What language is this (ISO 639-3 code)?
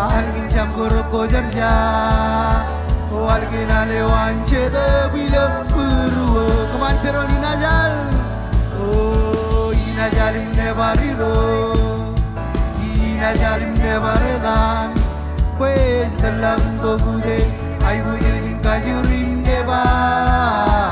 mah